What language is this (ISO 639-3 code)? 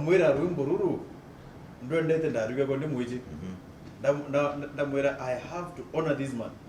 mer